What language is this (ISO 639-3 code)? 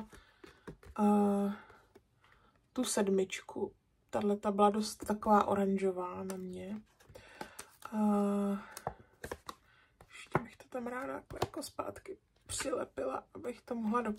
ces